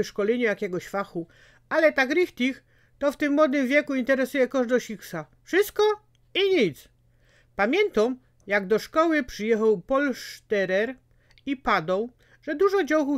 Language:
Silesian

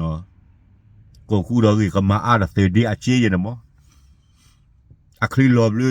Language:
S'gaw Karen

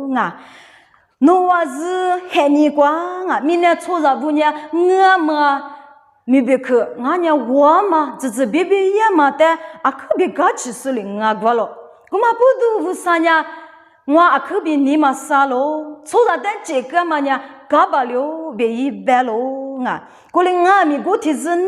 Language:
Lisu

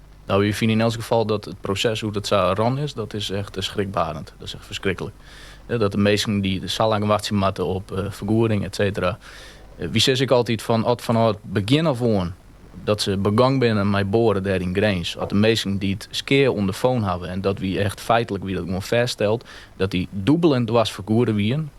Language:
Western Frisian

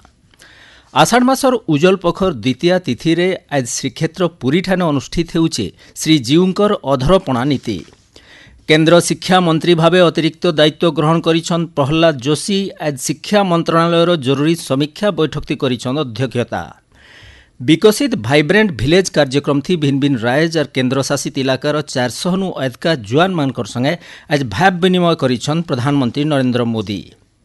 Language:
Odia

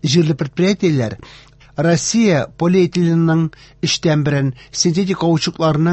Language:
Tatar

